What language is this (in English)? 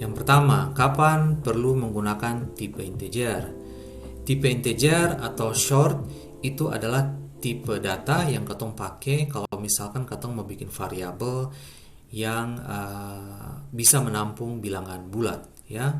Ambonese Malay